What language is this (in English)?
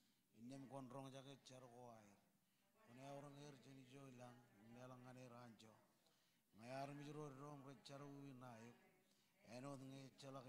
Marshallese